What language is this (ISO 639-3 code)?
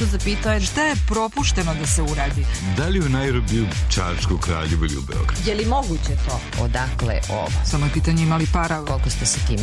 srp